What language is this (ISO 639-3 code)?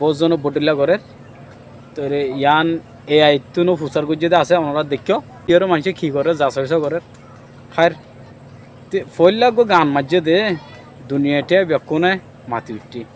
rhg